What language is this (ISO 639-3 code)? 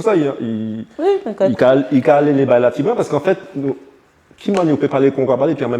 gcf